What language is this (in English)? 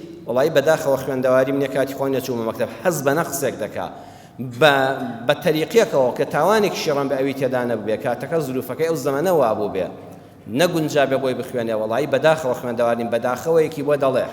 Central Kurdish